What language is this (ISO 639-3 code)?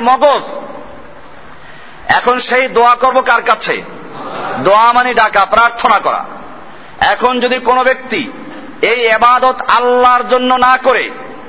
ben